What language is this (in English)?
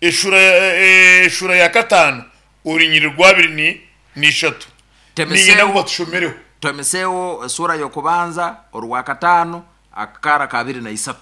Nyankole